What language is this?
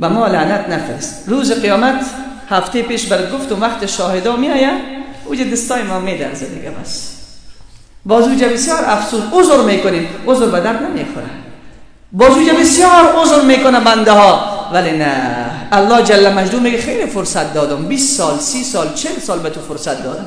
Persian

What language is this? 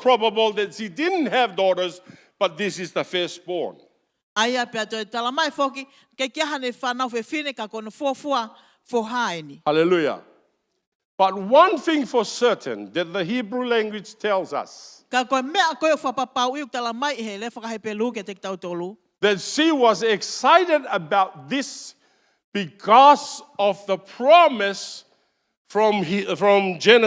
Tongan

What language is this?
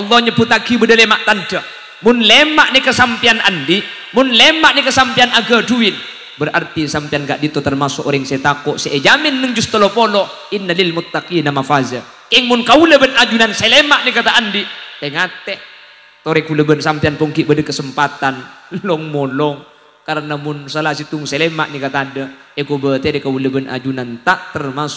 Madurese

